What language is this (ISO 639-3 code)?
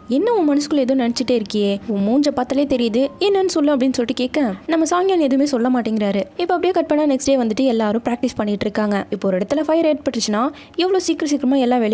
tam